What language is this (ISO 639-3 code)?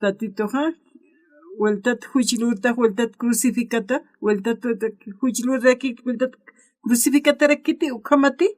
aym